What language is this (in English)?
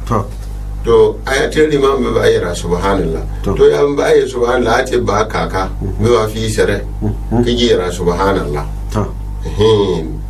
Gourmanchéma